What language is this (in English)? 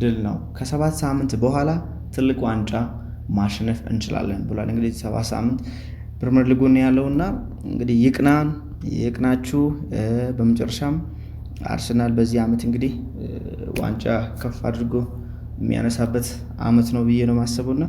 Amharic